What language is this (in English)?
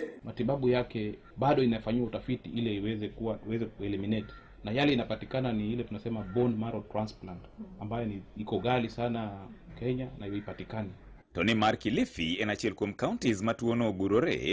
Luo (Kenya and Tanzania)